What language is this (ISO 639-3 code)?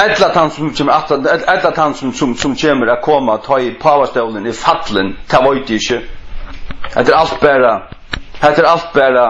fao